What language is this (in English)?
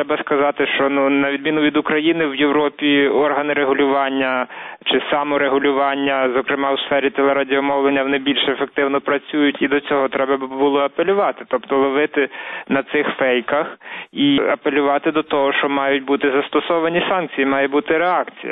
Ukrainian